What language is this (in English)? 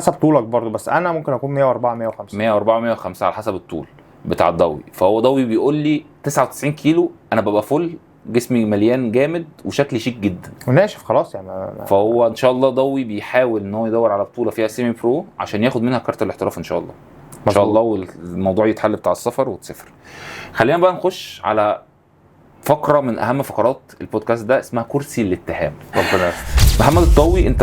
Egyptian Arabic